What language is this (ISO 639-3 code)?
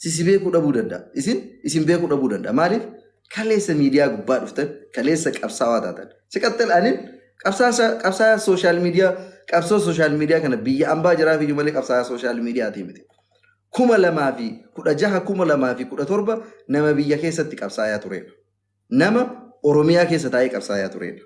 orm